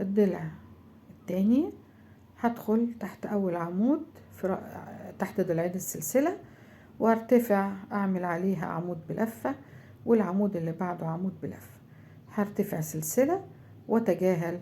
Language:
Egyptian Arabic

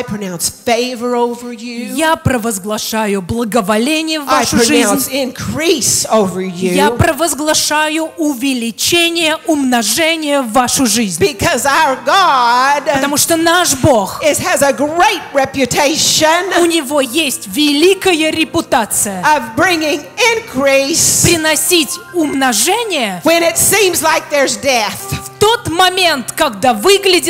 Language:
Russian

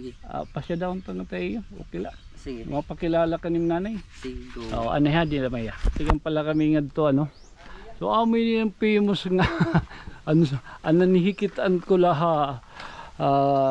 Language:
Waray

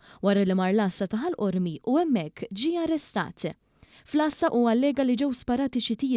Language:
Maltese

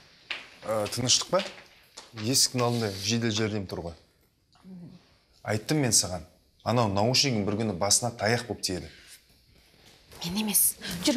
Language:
Kazakh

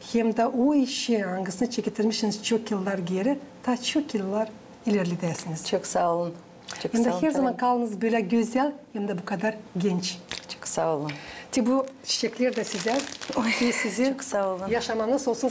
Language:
Gagauz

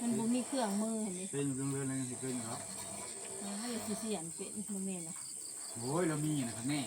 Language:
Northeastern Thai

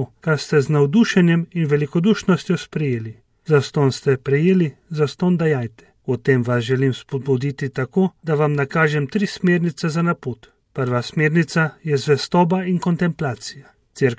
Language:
Slovenian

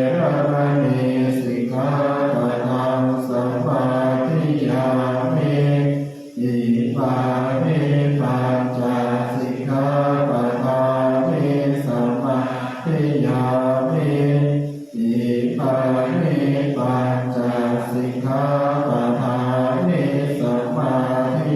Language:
Pali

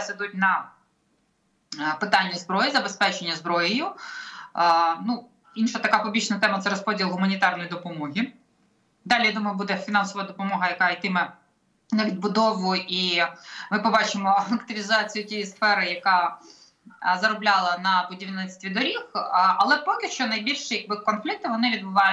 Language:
Ukrainian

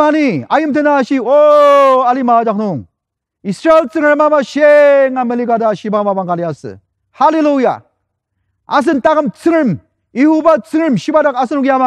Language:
Ao Naga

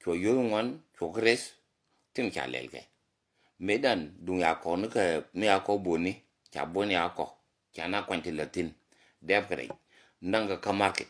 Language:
Nuer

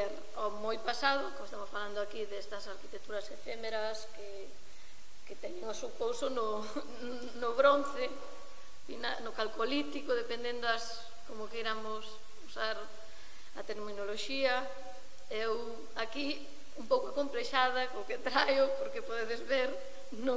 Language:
Galician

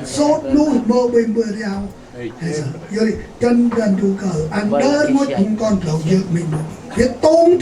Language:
Central Mnong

